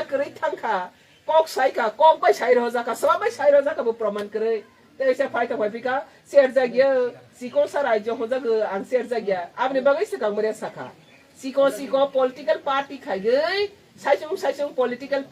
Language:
Kok Borok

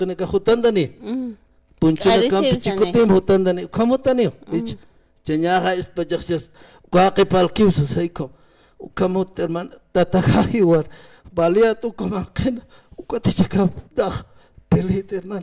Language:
Aymara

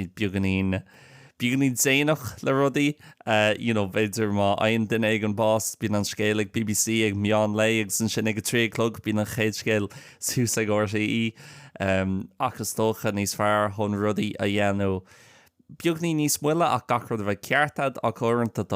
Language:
Irish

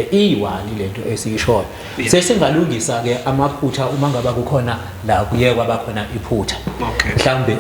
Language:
Zulu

